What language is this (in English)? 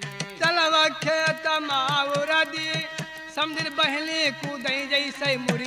Bhojpuri